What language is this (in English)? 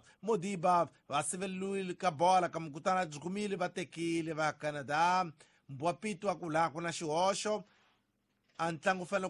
Tsonga